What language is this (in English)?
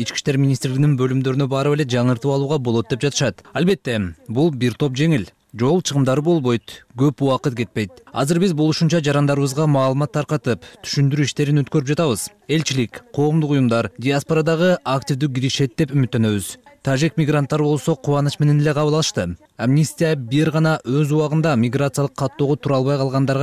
Kyrgyz